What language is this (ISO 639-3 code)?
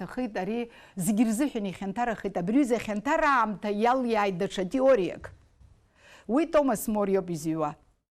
abk